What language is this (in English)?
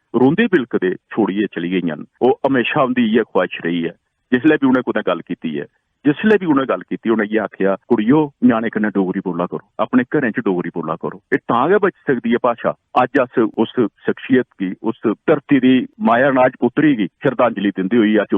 Dogri